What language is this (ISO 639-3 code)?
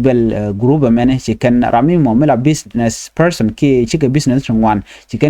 nus